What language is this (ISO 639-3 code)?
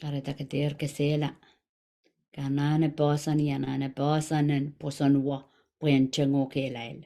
pon